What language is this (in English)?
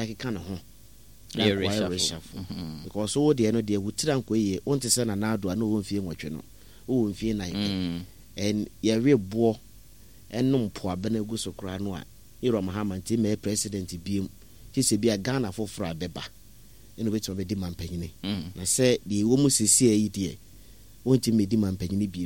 Akan